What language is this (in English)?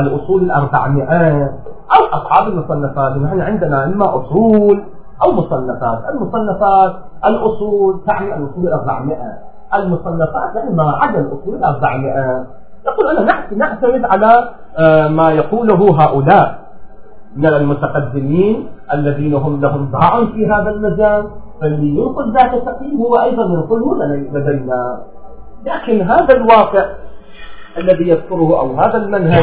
Arabic